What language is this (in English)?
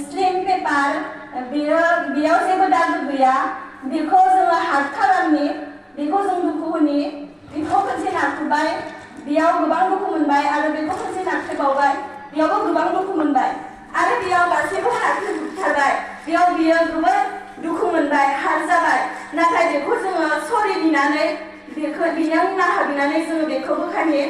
Bodo